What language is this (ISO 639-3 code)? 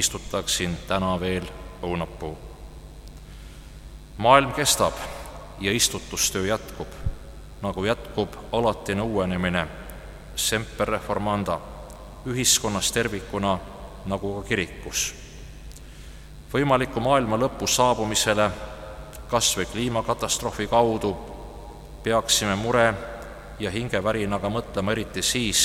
est